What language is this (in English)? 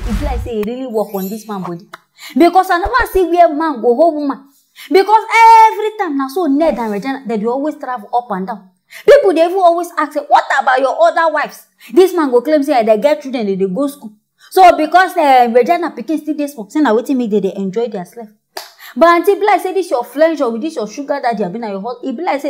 Nigerian Pidgin